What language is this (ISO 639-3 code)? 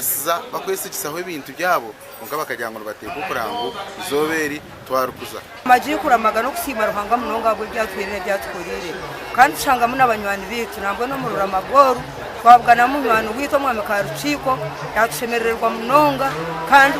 nyn